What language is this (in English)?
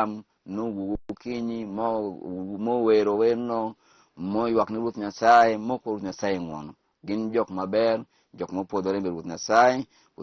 Luo (Kenya and Tanzania)